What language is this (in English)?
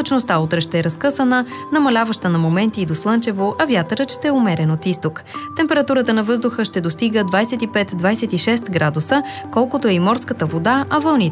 Bulgarian